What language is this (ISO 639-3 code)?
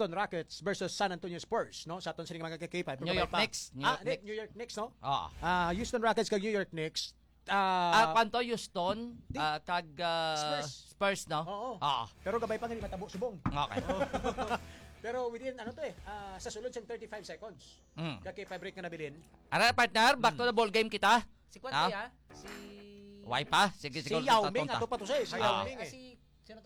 hil